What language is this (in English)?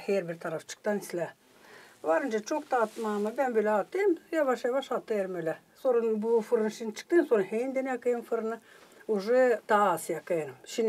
Gagauz